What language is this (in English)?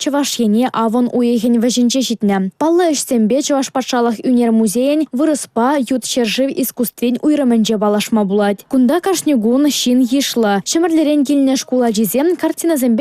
Chuvash